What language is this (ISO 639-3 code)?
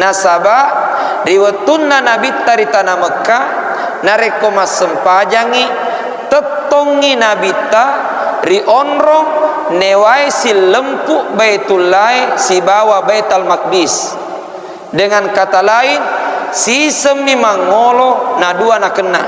bug